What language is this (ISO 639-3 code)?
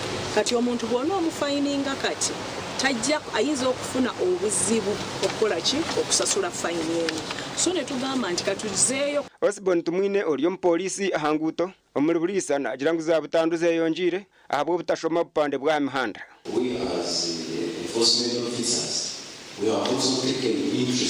nyn